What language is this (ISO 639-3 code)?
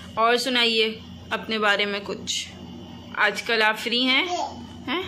hin